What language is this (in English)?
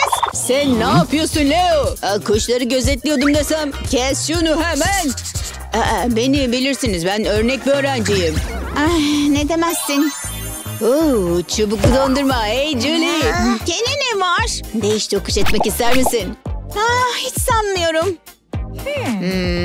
Turkish